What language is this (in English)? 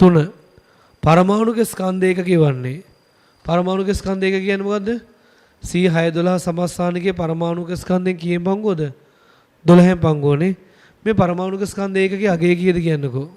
Sinhala